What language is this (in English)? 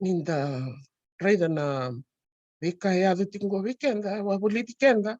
Fijian